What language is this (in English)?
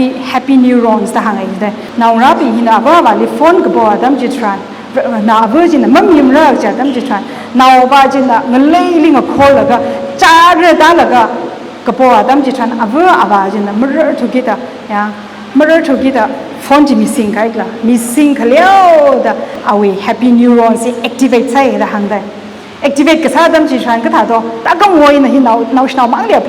Tangkhul Naga (India)